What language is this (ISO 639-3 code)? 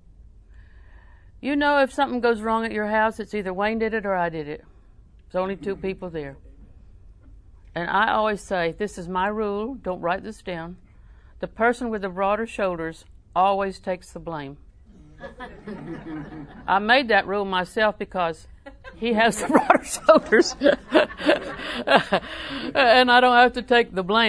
eng